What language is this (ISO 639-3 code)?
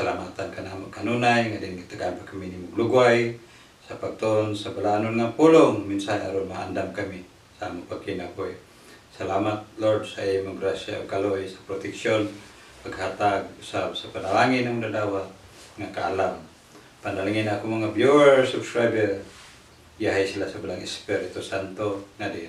ceb